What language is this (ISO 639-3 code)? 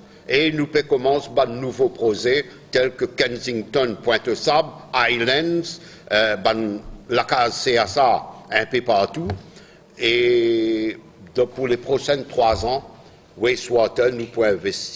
mfe